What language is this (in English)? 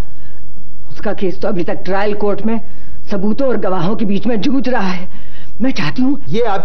Hindi